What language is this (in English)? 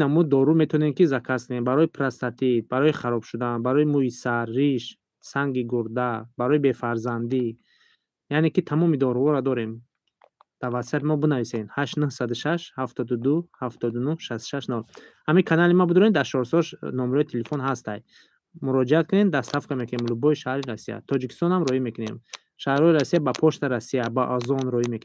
Tajik